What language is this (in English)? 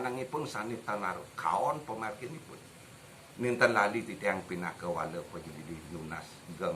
Balinese